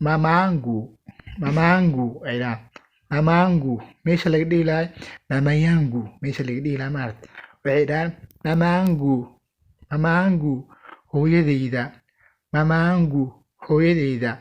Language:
Somali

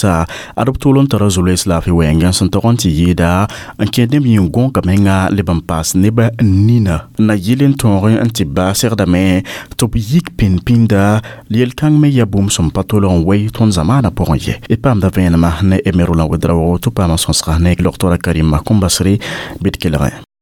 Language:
Mossi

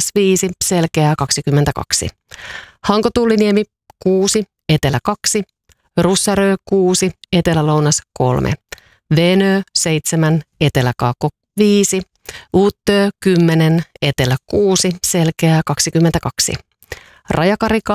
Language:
Finnish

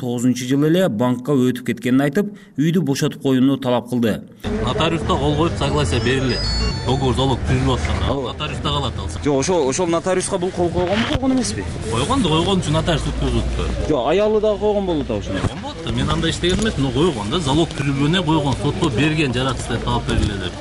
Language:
Kyrgyz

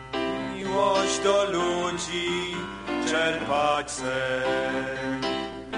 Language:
Polish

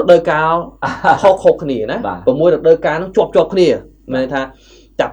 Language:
Khmer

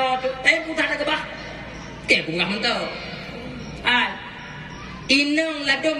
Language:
Achinese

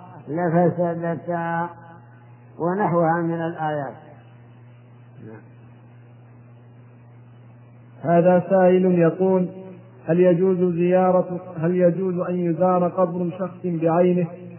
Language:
Arabic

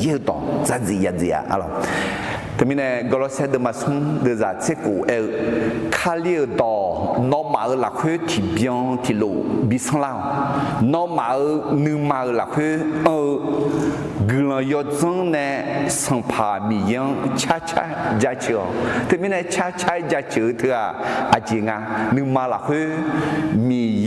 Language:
Akha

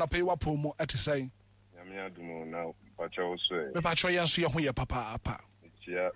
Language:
Akan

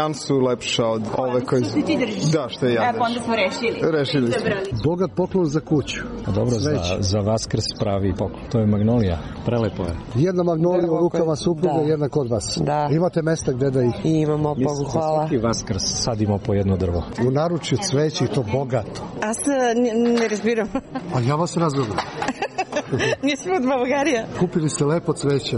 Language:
Serbian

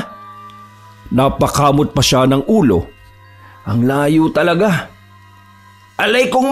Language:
Filipino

